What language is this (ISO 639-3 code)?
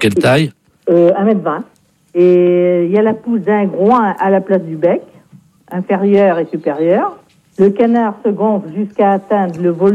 fra